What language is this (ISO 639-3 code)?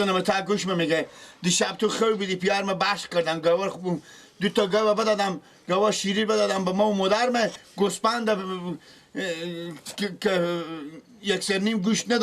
fas